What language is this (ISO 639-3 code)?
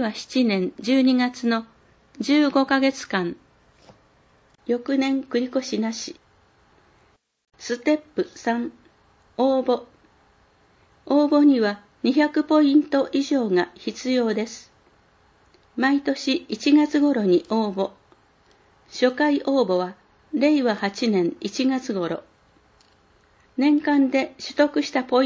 jpn